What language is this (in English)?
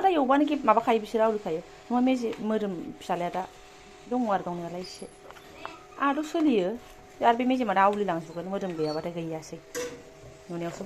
Bodo